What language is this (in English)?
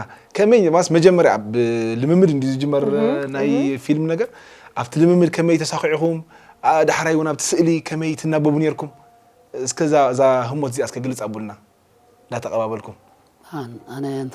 Tigrinya